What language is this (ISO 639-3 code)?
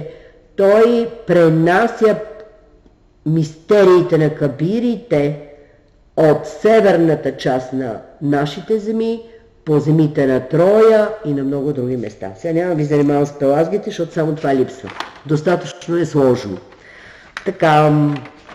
bul